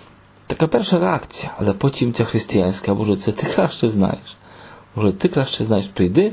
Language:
Ukrainian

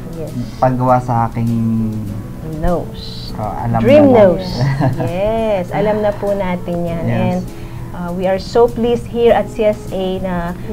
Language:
Filipino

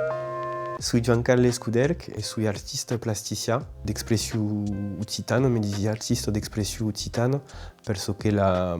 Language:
Occitan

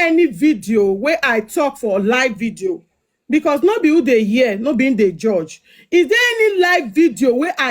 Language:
Nigerian Pidgin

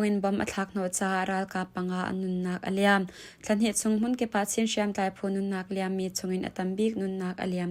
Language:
Hakha Chin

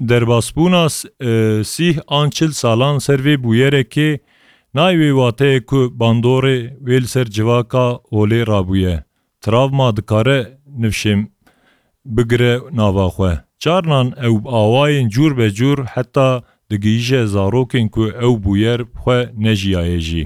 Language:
Kurdish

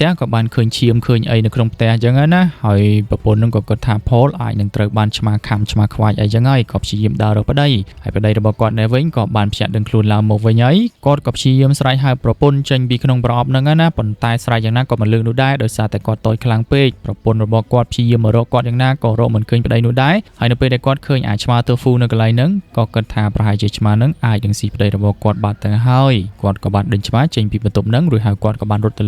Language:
Khmer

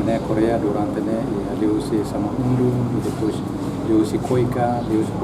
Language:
Tetum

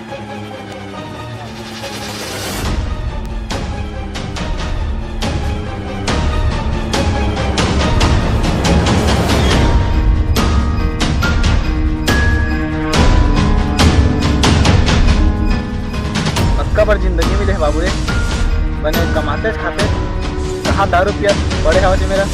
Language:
Chhattisgarhi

